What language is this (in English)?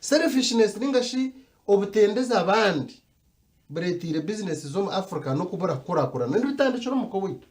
Nyankole